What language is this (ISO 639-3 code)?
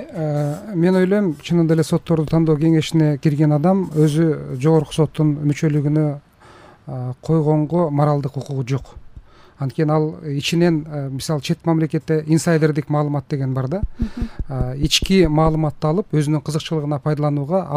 kir